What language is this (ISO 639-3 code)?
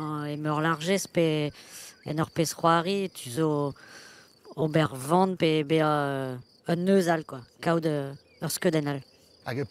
bre